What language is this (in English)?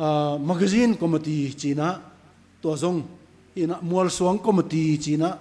Tedim Chin